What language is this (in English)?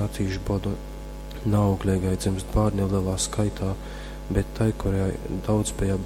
Latgalian